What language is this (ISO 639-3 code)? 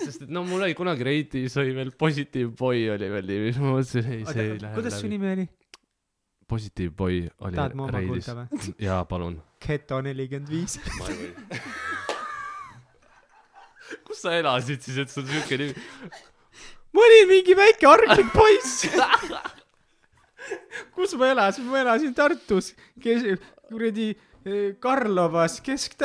est